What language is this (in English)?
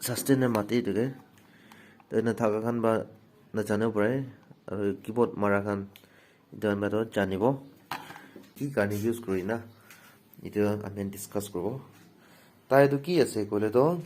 Naga Pidgin